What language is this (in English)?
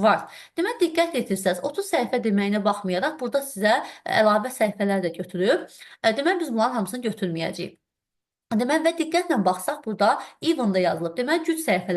Azerbaijani